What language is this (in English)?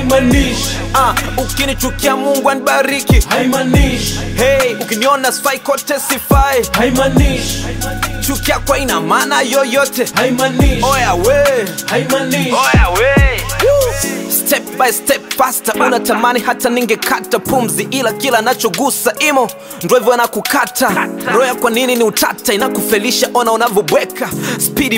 Swahili